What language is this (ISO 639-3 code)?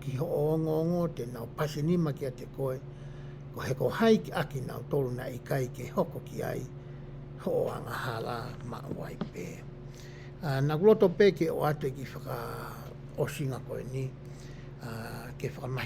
ton